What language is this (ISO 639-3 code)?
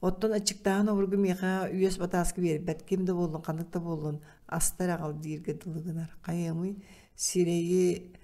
sah